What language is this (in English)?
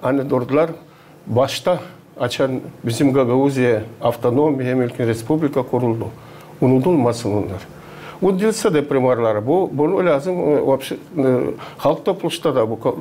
Gagauz